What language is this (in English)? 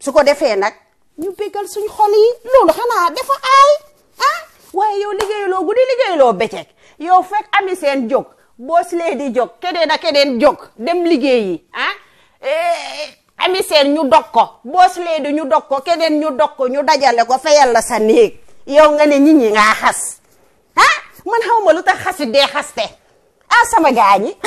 Wolof